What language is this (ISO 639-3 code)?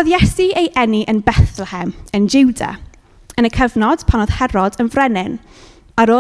cym